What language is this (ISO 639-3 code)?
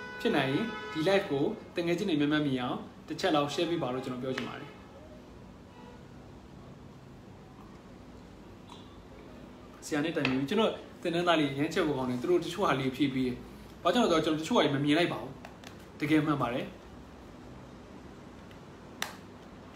mya